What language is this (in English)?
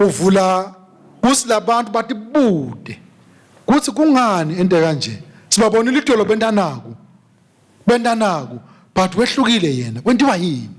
Swati